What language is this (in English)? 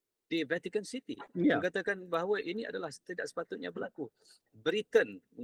Malay